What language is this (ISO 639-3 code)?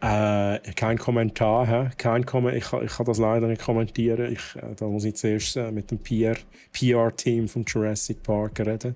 gsw